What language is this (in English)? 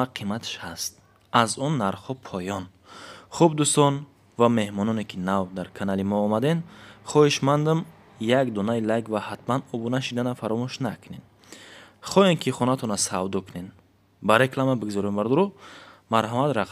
Tajik